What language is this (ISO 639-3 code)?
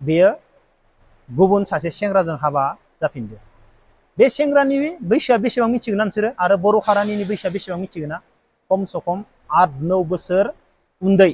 brx